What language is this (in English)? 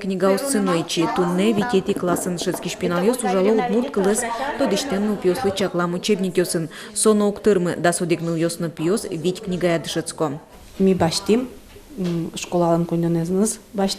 Udmurt